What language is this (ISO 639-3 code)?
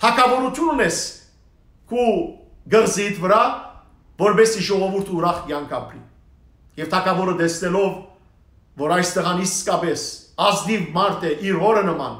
hyw